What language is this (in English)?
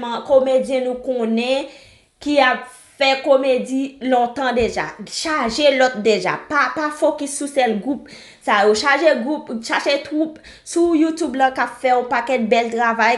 Haitian Creole